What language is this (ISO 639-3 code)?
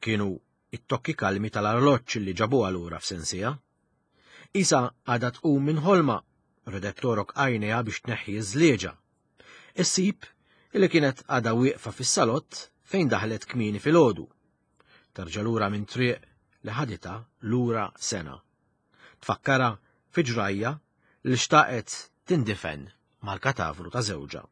mlt